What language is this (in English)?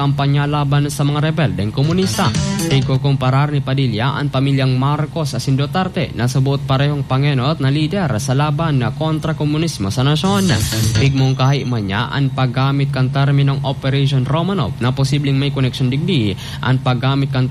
Bikol